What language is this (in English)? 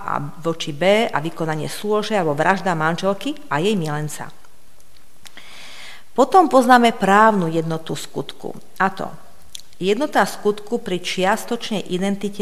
Slovak